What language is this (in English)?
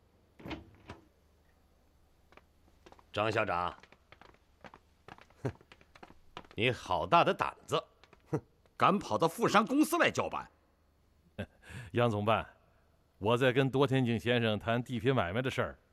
Chinese